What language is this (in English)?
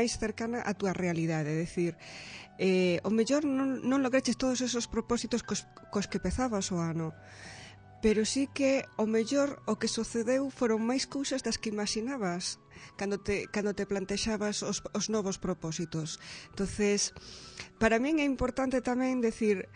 Galician